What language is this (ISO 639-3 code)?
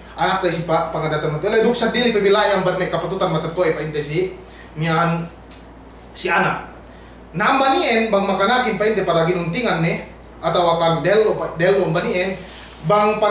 yka